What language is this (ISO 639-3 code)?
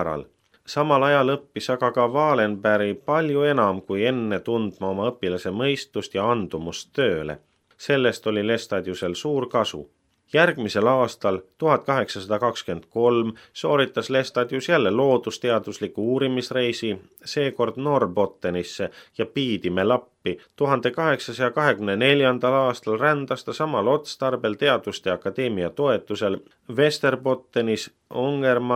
est